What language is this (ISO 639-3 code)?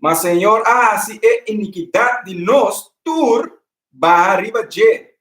pap